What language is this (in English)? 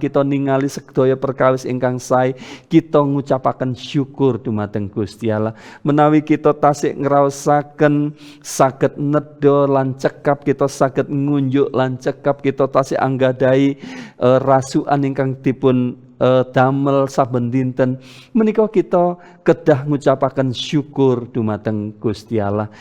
Javanese